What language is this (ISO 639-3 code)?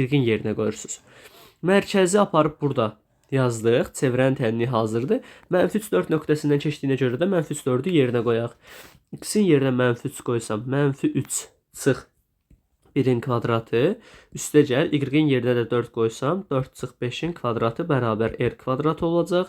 aze